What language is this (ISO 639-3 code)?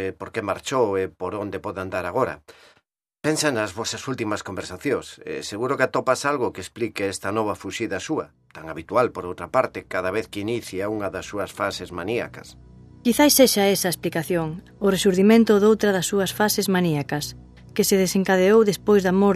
glg